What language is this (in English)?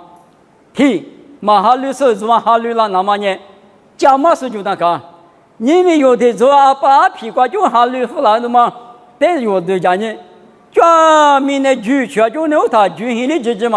Lisu